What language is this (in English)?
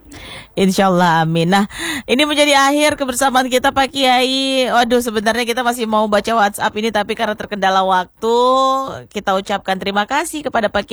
Indonesian